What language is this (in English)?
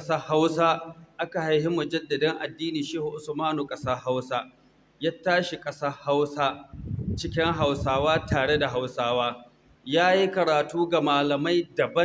Hausa